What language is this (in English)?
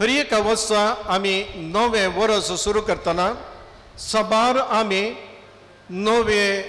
Konkani